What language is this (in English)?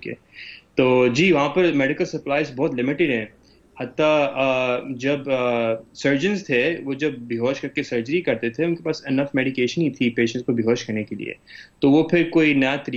Urdu